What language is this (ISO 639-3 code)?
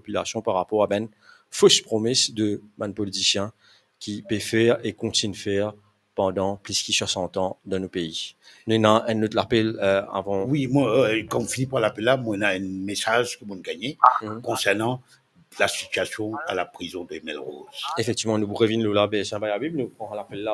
mfe